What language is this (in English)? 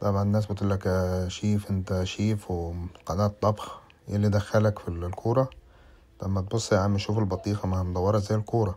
Egyptian Arabic